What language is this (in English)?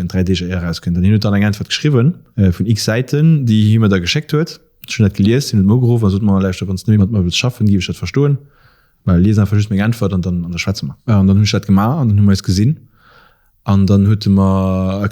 Luxembourgish